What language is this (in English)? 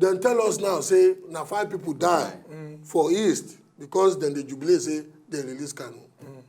Nigerian Pidgin